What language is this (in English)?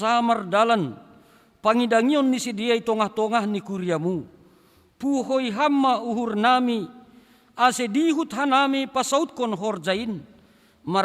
Batak Simalungun